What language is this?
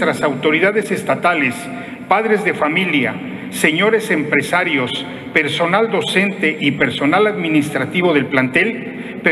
Spanish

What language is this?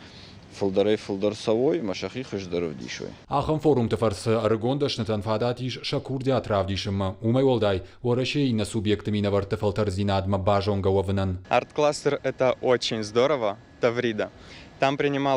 Ossetic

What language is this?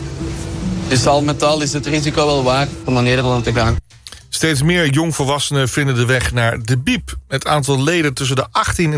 Dutch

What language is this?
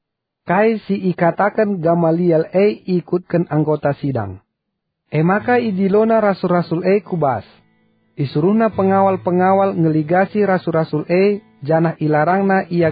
Batak Karo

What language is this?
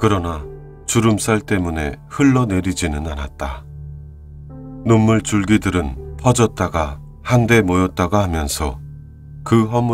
Korean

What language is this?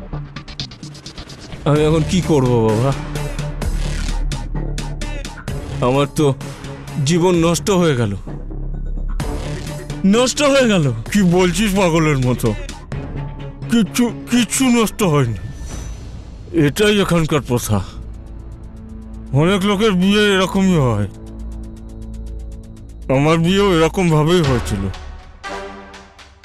Bangla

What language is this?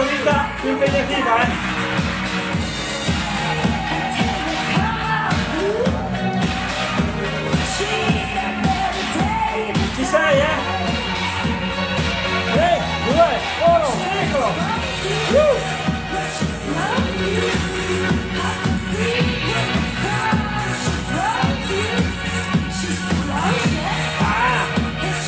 Italian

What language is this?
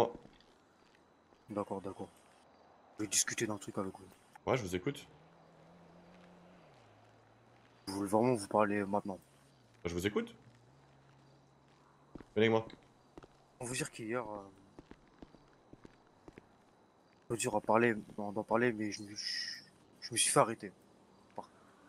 French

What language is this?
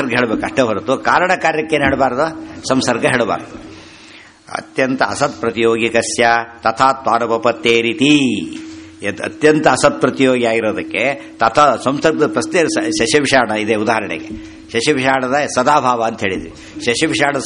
Kannada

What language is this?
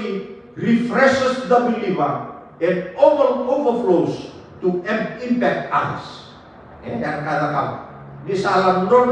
Fijian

